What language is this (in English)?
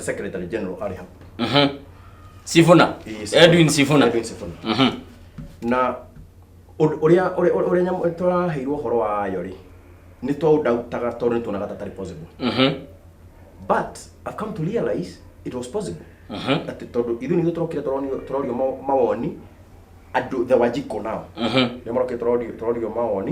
Kikuyu